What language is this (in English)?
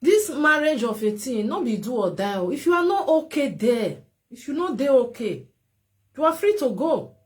Nigerian Pidgin